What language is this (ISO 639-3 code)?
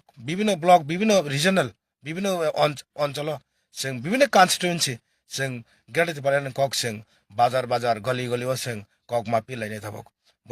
trp